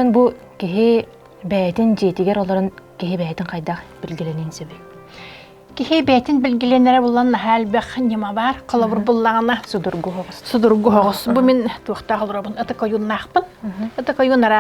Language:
Yakut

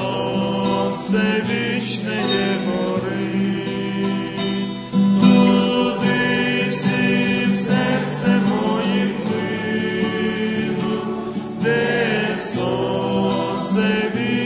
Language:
Ukrainian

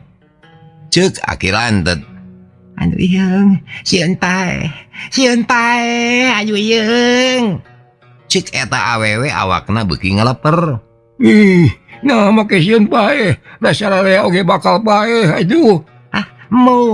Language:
Sundanese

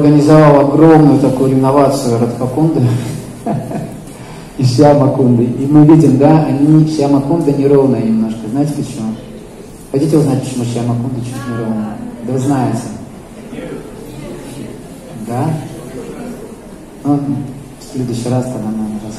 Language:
Russian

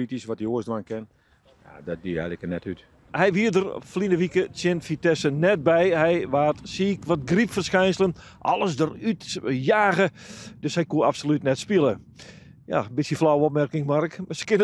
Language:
Western Frisian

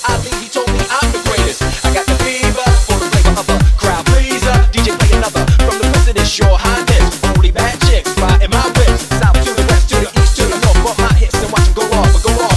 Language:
English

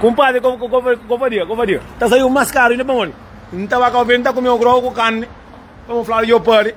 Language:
Kabuverdianu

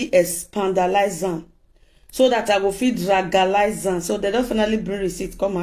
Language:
Nigerian Pidgin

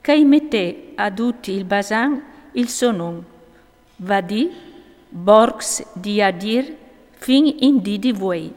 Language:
Friulian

